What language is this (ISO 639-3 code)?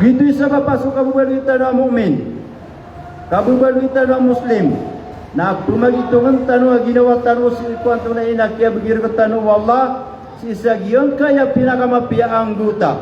mrw